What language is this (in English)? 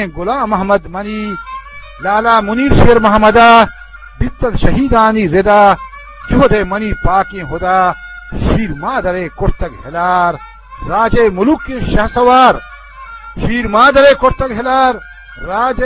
Eastern Balochi